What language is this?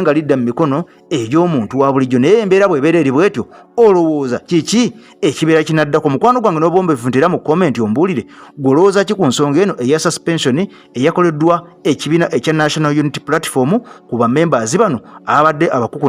Ganda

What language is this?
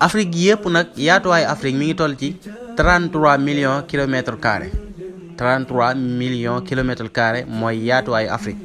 Wolof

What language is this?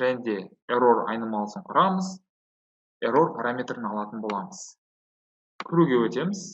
Kazakh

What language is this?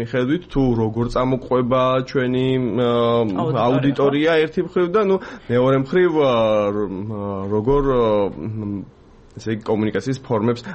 Georgian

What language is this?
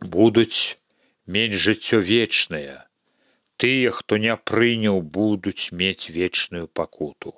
Belarusian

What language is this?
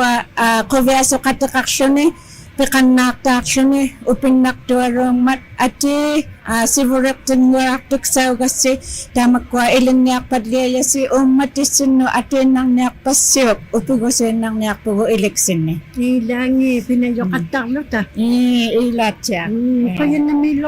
Inuktitut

